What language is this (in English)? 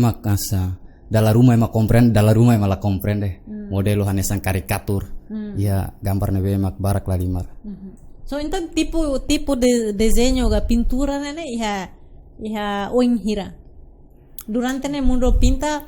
Tetum